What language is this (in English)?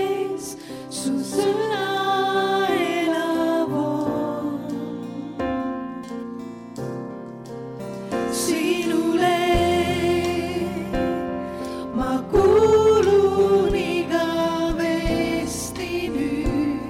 Estonian